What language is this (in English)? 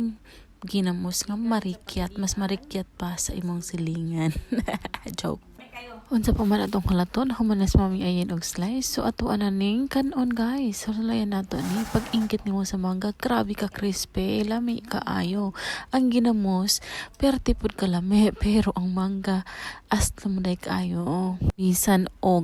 Cebuano